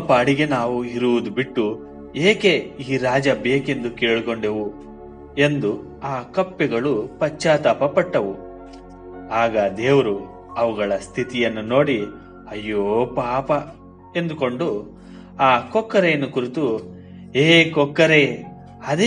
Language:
Kannada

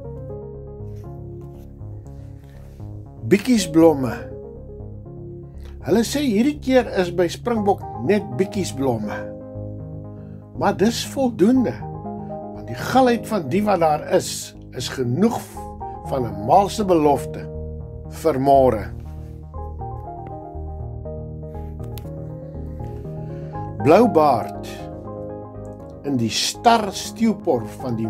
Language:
Afrikaans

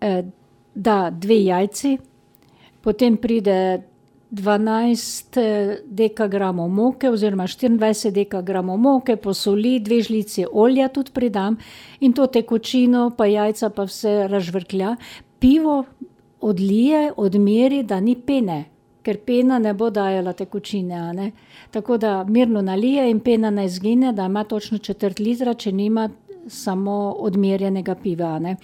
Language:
Slovenian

